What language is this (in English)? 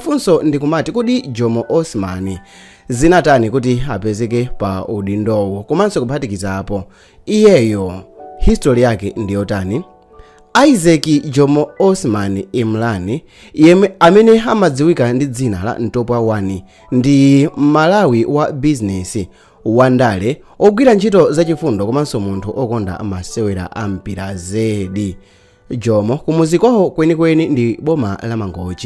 Nyanja